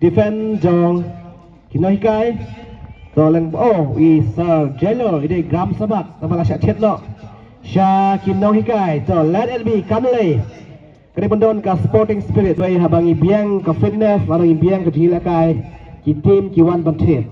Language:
Khasi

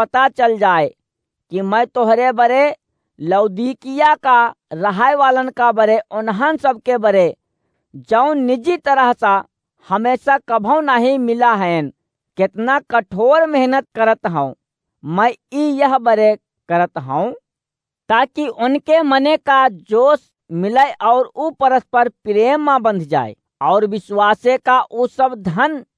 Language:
Awadhi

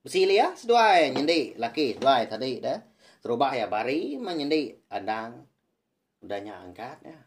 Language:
Iban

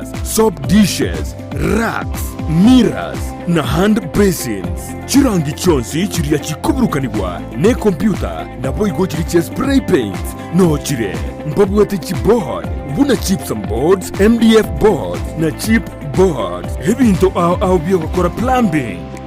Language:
Gusii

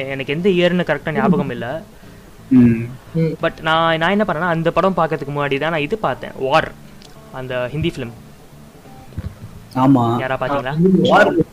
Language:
Tamil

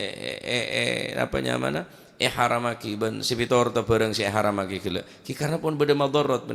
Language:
Madurese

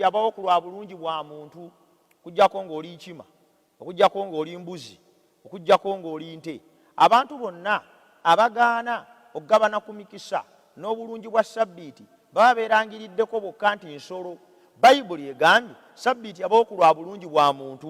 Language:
Ganda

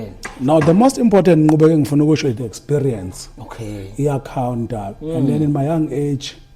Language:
Zulu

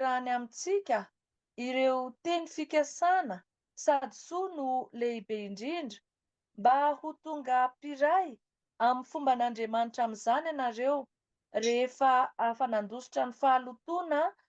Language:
Malagasy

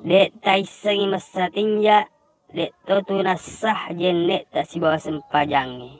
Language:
Buginese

